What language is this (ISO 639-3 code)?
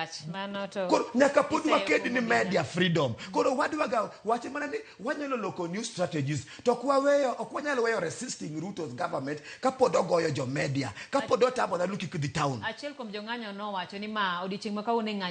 luo